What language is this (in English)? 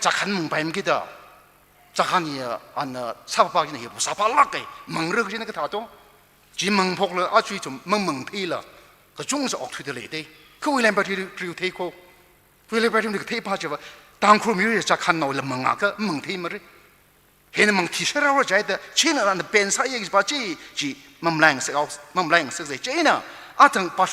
Tangkhul Naga (India)